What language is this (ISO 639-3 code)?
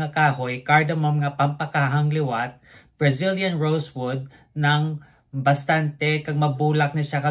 hil